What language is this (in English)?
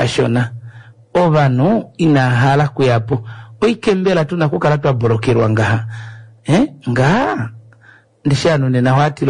Kuanyama